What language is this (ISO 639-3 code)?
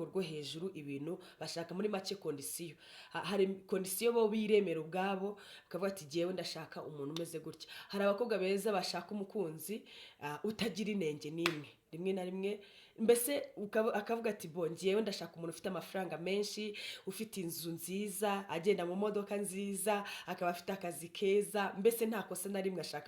kin